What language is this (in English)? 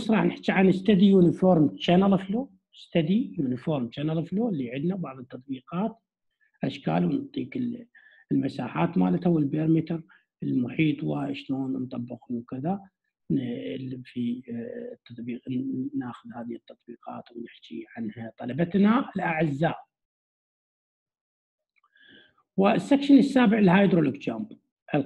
Mesopotamian Arabic